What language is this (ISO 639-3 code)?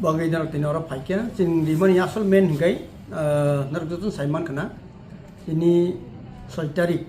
trp